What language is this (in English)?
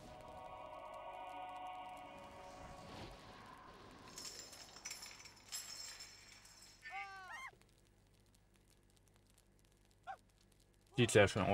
German